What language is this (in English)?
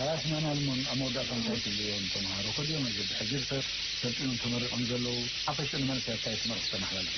Tigrinya